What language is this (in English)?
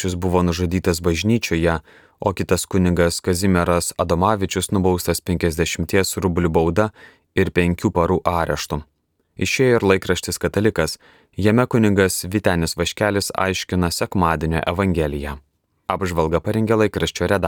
Lithuanian